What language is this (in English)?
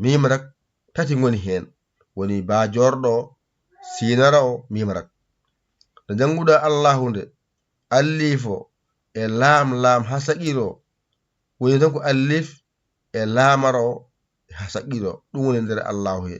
Fula